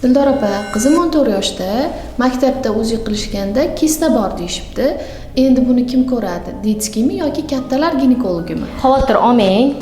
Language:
Uzbek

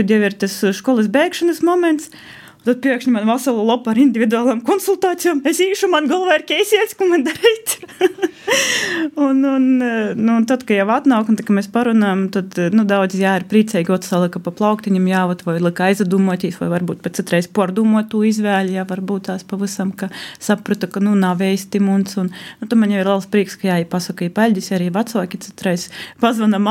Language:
Latvian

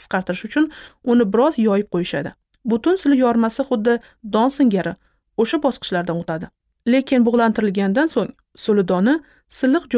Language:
Uzbek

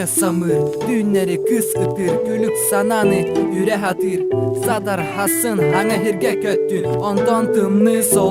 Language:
Yakut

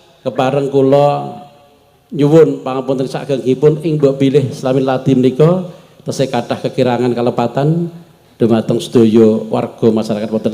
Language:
Javanese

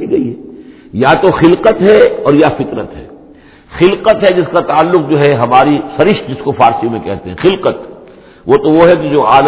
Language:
Urdu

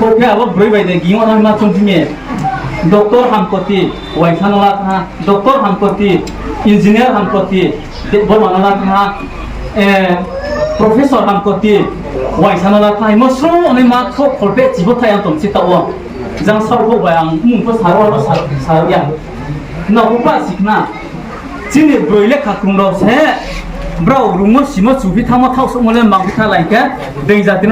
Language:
Riang (India)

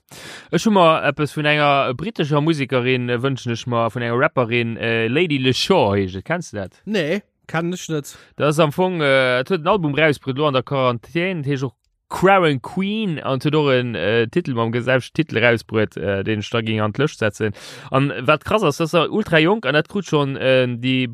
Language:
Luxembourgish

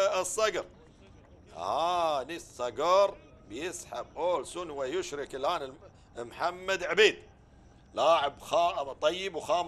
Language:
Gulf Arabic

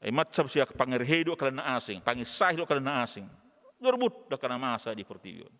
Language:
Batak Toba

